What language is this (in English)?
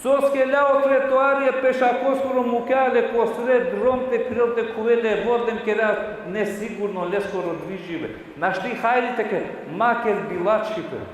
Balkan Romani